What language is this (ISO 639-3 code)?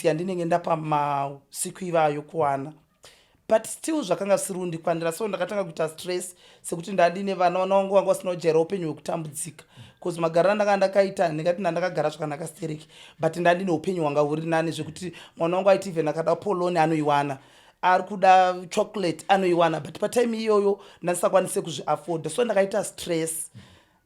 sna